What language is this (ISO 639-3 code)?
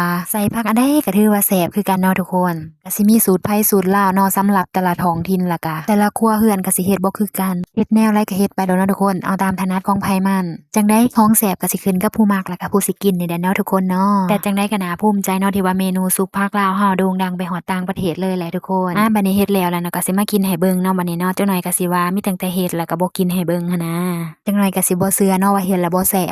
lao